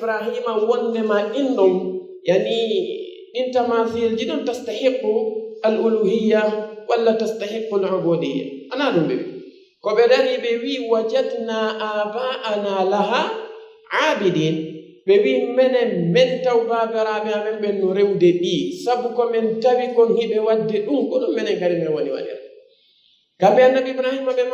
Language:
Fula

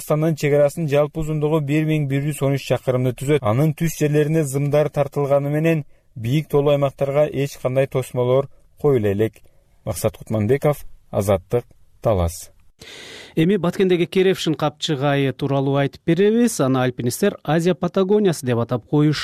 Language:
Kyrgyz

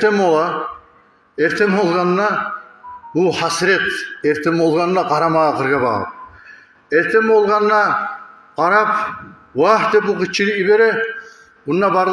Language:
Kumyk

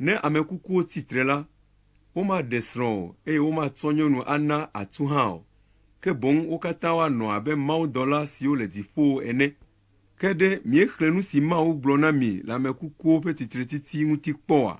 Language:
Ewe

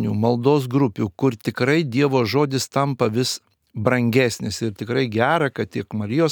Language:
Lithuanian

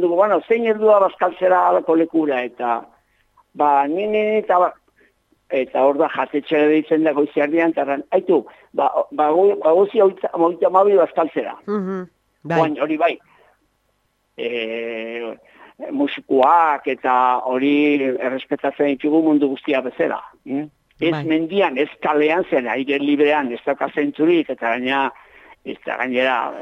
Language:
Basque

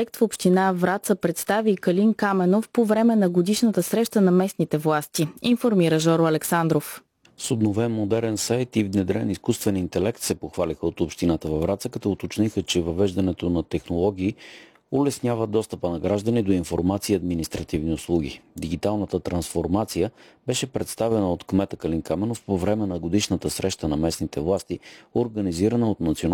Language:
Bulgarian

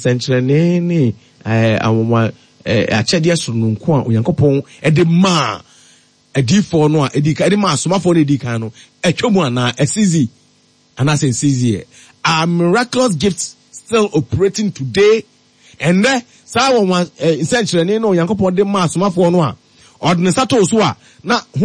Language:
Akan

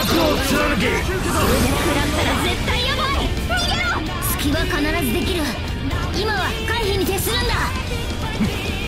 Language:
Japanese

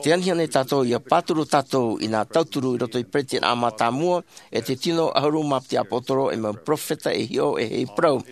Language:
Tahitian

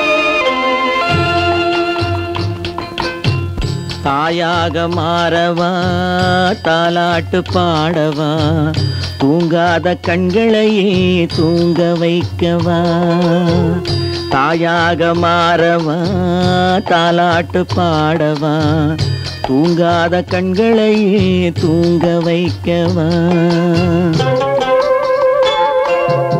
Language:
Tamil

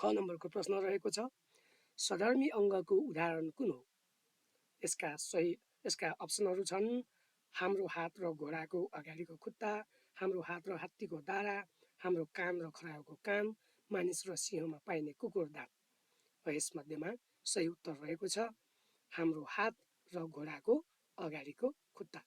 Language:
Nepali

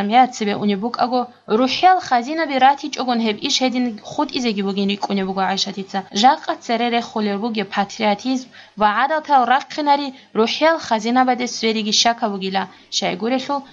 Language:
Avaric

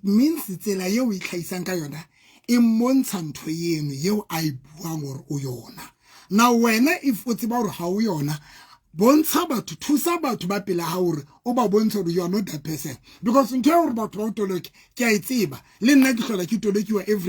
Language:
Southern Sotho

